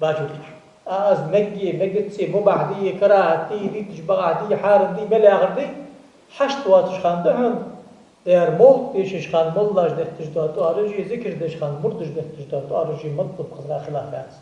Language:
Ingush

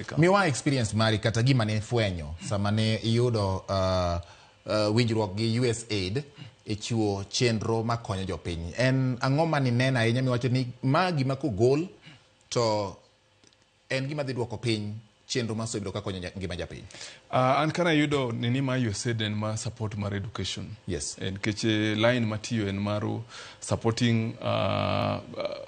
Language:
Luo (Kenya and Tanzania)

